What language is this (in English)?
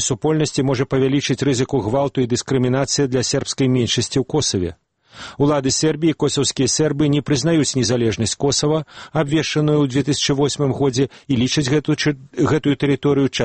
Belarusian